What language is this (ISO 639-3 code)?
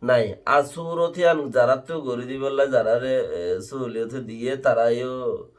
rhg